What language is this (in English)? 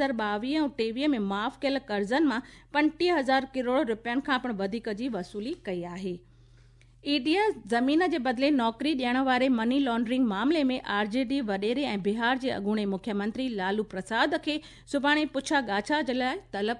Sindhi